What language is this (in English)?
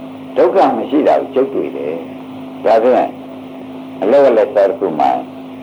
Burmese